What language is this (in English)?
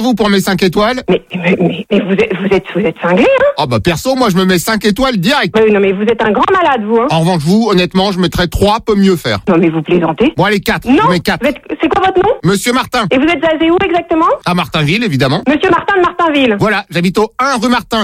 French